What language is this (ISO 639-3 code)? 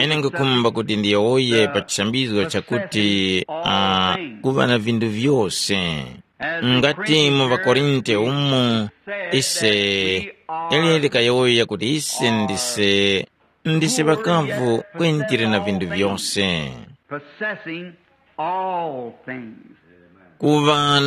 tum